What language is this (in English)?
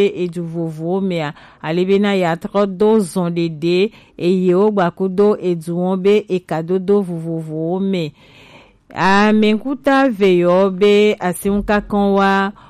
Gen